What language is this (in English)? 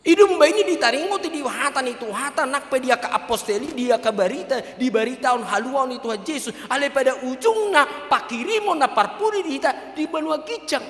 Batak Toba